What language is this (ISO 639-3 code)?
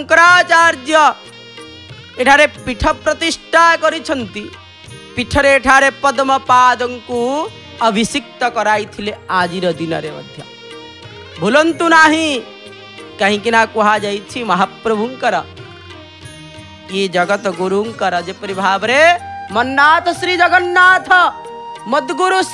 ori